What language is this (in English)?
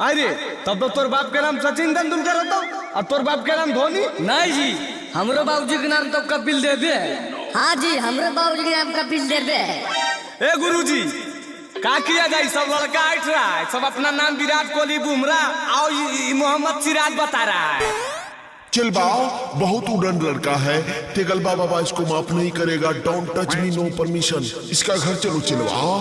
Magahi